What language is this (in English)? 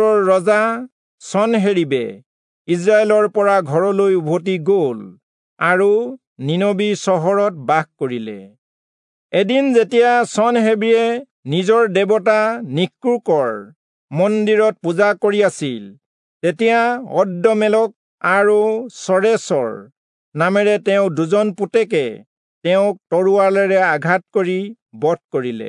Assamese